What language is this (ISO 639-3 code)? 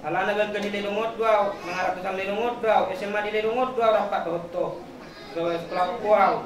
bbc